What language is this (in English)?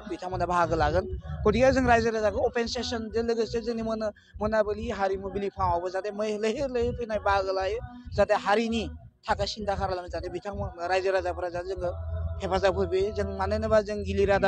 Bodo